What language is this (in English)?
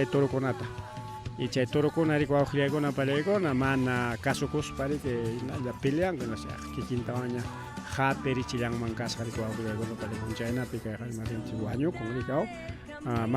Ayacucho Quechua